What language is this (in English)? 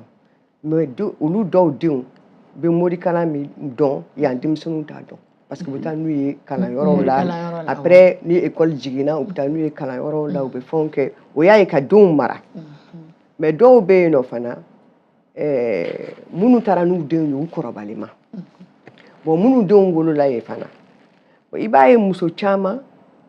Bambara